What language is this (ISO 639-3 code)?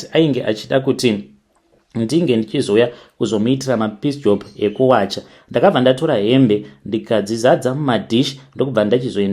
sna